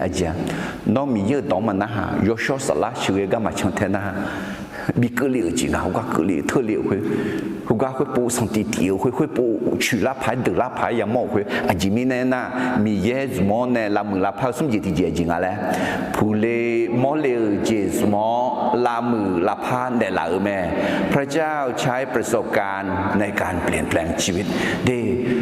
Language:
Akha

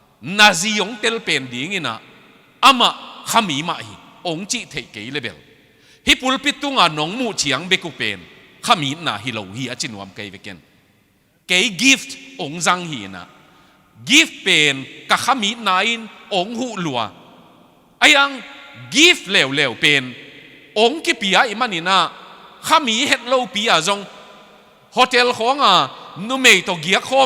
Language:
Tedim Chin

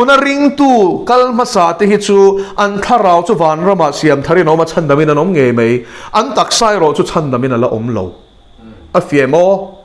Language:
Mizo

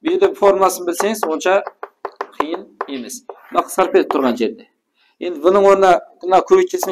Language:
Kara-Kalpak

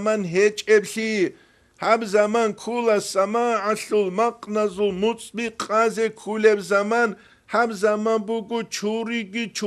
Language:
Avaric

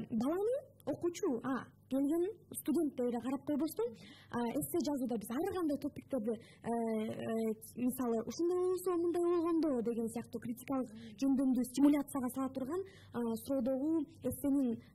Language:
Kyrgyz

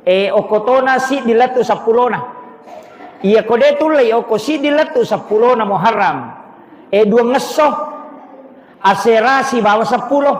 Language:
Buginese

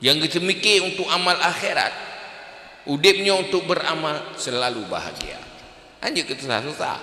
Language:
Achinese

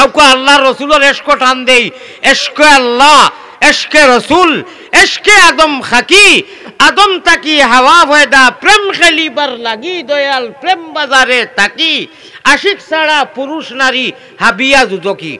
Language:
Sylheti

